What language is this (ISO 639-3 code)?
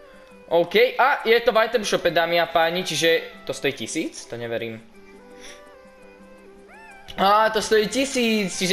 slk